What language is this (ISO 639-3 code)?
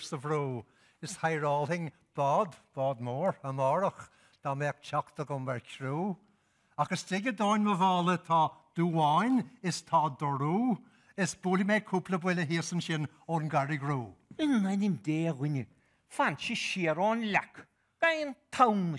gle